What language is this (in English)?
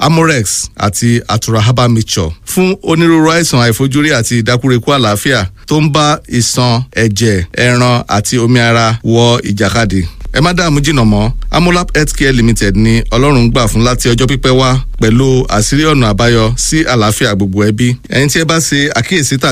Yoruba